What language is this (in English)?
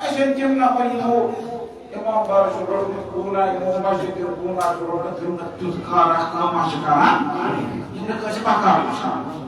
Kashmiri